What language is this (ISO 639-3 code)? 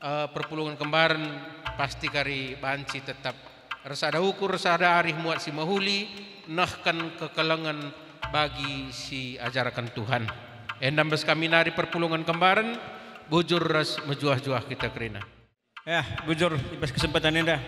btx